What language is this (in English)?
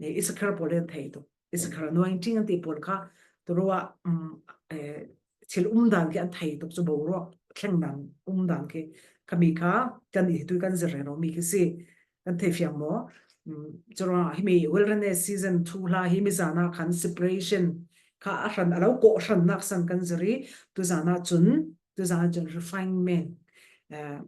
Falam Chin